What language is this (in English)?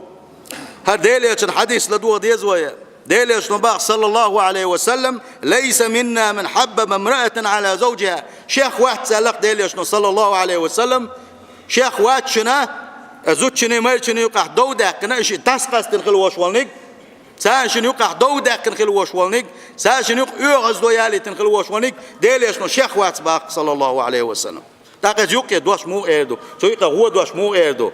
Chechen